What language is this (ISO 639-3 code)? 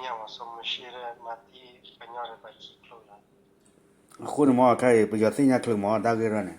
ksw